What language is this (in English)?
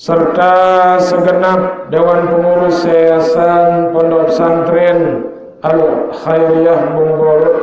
Sasak